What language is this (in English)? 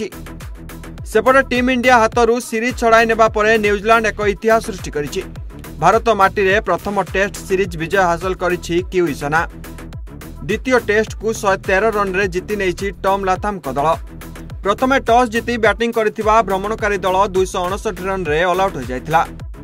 Odia